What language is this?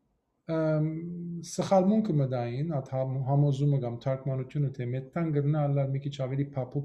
Western Armenian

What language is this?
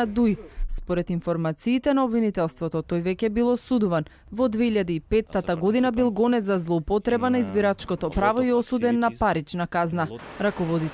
Macedonian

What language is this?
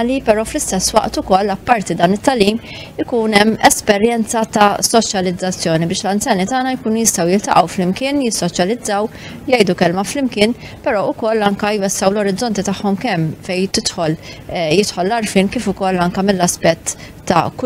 Maltese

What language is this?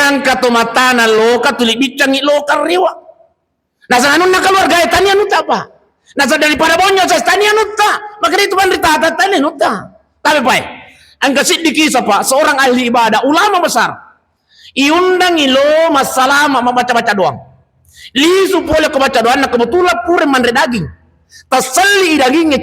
Buginese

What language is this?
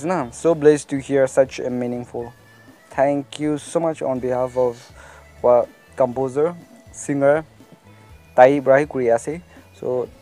Naga Pidgin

